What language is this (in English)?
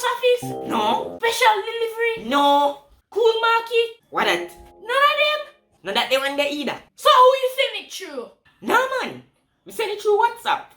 Jamaican Creole English